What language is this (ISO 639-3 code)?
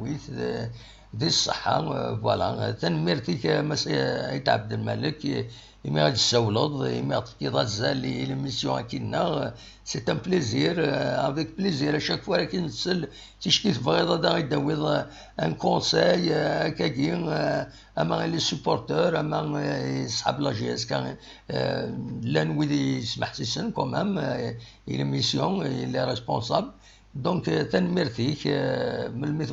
kab